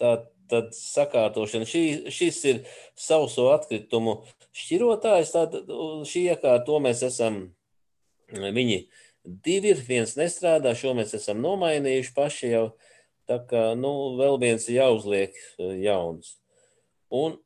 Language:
Latvian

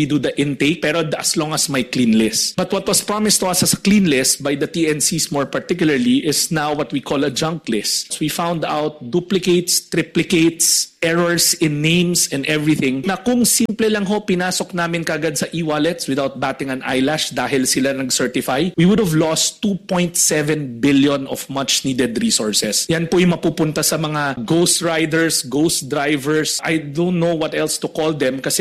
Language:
Filipino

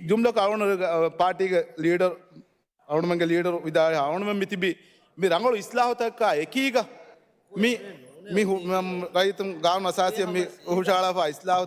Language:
Divehi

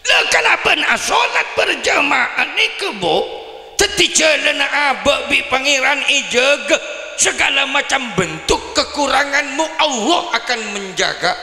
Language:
Madurese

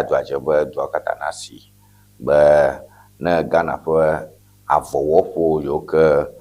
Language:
Ewe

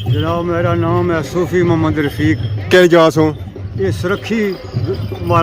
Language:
Pahari-Potwari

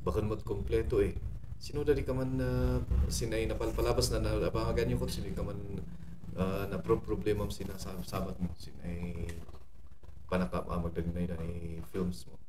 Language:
Kankanaey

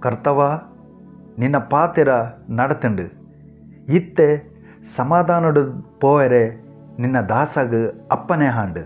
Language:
Tulu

